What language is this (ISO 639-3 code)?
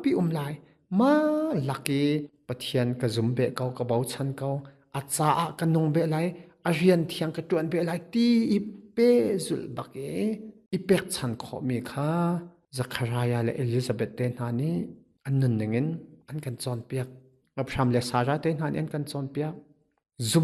cnh